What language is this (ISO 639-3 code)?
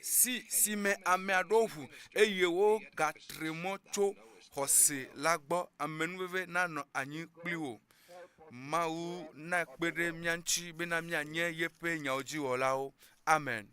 ewe